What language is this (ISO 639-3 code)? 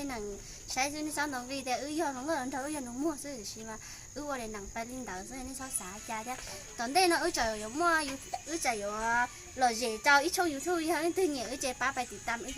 hmn